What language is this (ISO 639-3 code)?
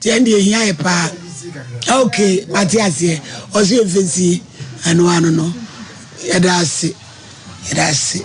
aka